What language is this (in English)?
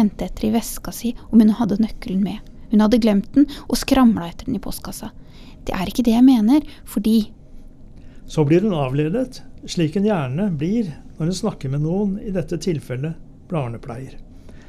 Norwegian